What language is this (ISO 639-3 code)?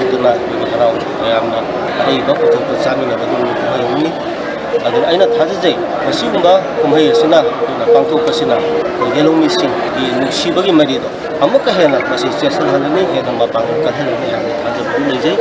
mni